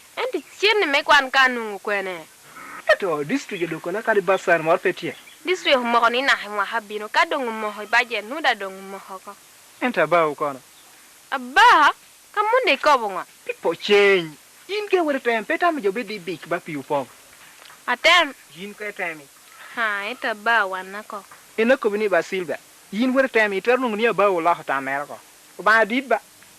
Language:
Lango (Uganda)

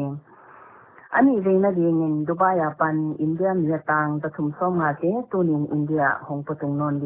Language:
Paite Chin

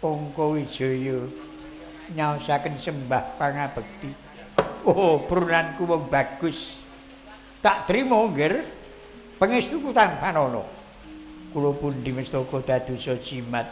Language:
Javanese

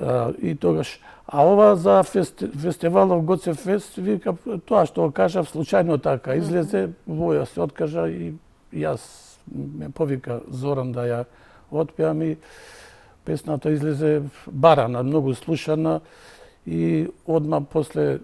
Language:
Macedonian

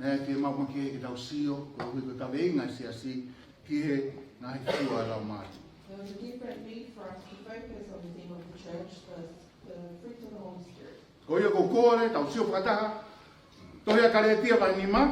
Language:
Tongan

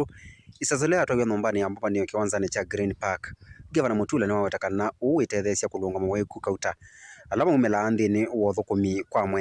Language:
Kamba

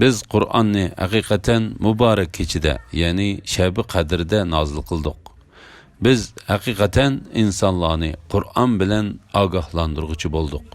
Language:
Uyghur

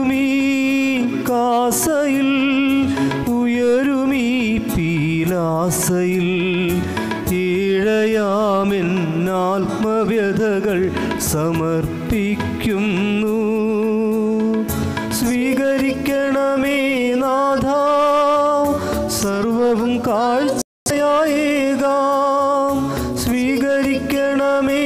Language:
Malayalam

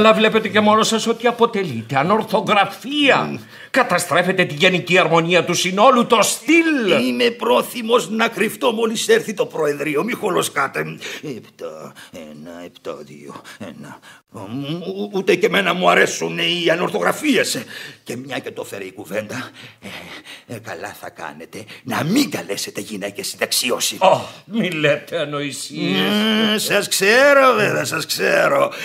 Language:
Greek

